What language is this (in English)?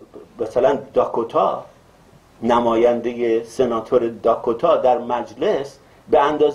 Persian